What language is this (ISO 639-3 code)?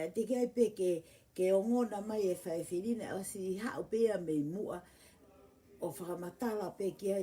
ton